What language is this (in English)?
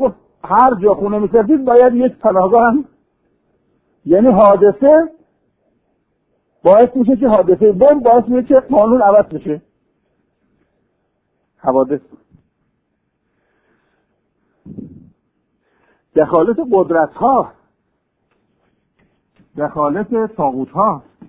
Persian